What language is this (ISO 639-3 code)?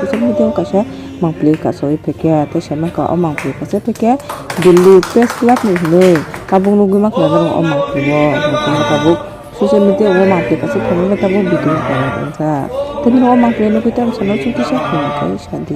trp